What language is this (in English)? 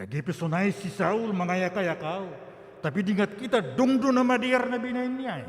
Batak Simalungun